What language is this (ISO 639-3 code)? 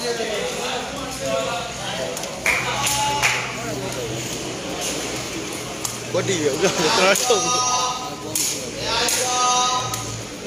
mya